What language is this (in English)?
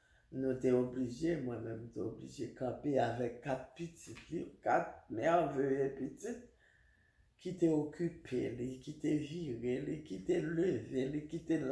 Haitian Creole